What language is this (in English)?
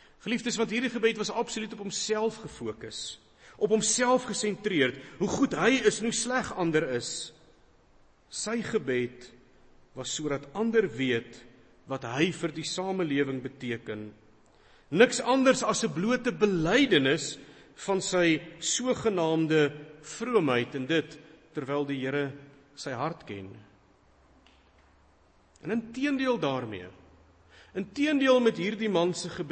Afrikaans